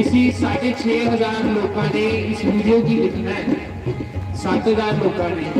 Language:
Dogri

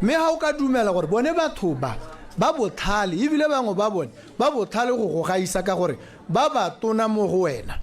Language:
Tswana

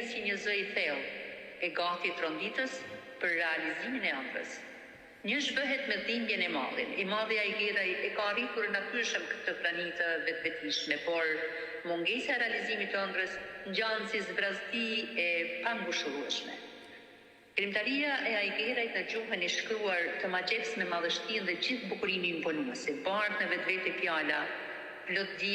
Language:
Albanian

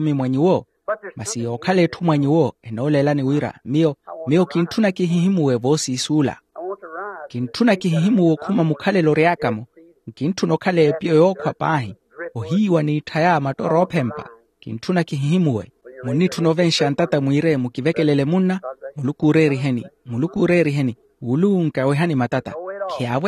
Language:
Makhuwa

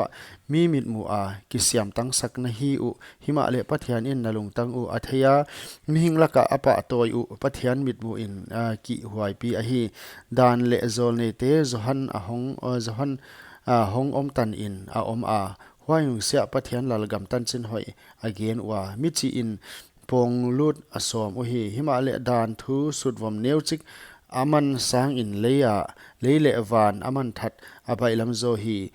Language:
Paite Chin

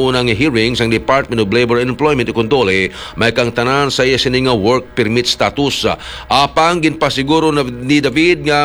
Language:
Hiligaynon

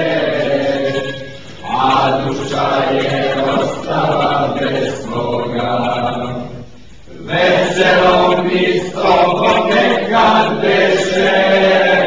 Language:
Serbian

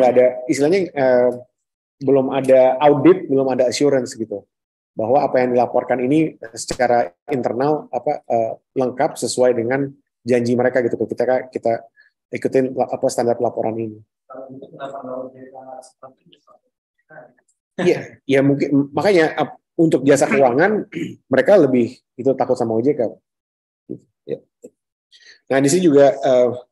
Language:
Indonesian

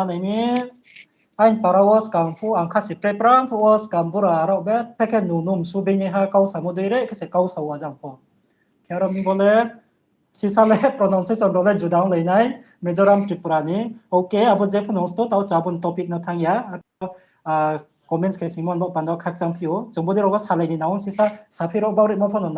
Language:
Riang (India)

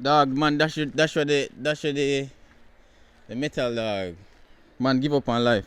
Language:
Jamaican Creole English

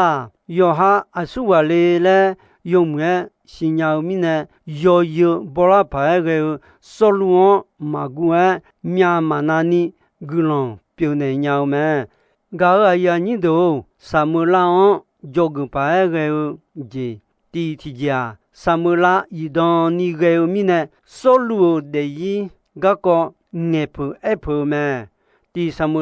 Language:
Akha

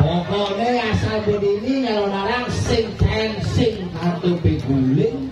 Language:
Balinese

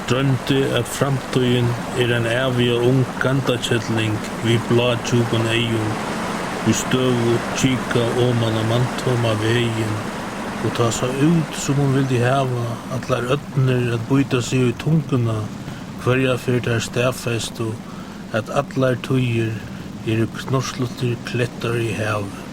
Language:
Faroese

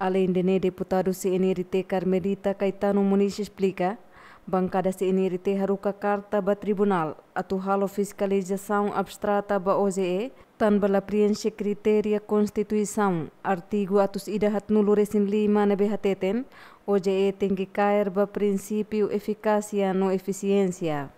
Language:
Tetum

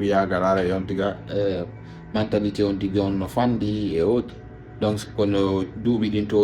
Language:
Fula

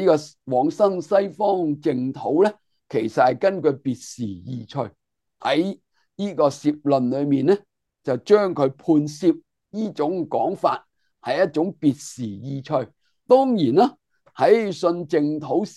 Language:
Cantonese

